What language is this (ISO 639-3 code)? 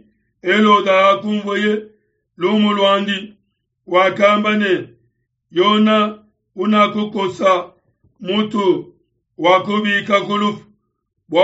lua